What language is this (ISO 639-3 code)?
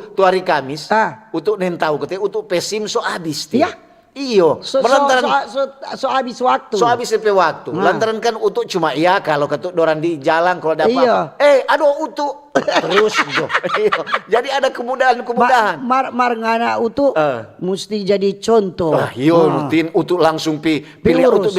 xmm